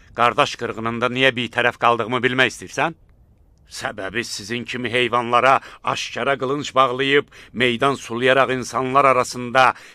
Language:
Azerbaijani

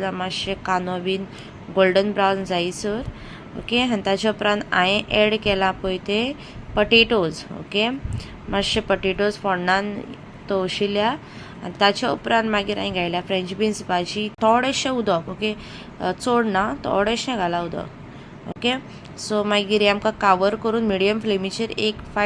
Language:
Konkani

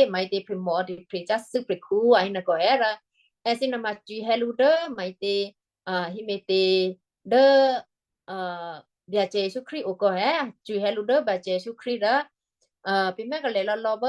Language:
Western Kayah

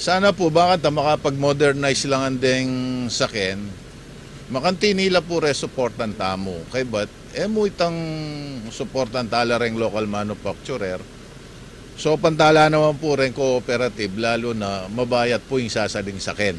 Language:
Pampanga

